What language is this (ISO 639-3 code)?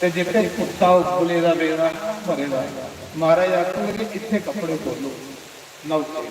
doi